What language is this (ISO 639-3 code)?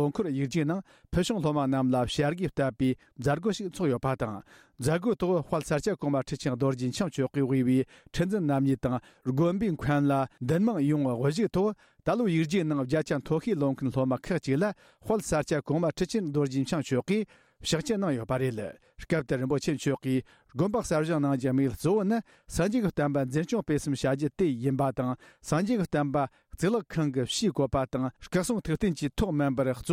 bod